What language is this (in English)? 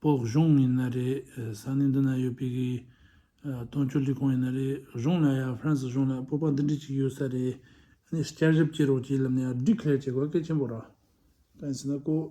Tibetan